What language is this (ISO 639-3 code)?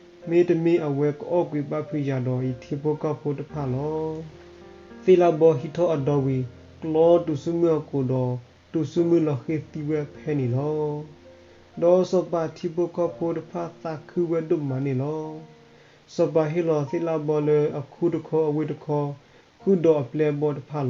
ksw